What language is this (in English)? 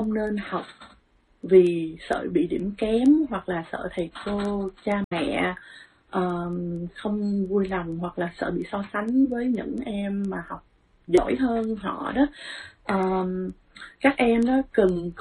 Vietnamese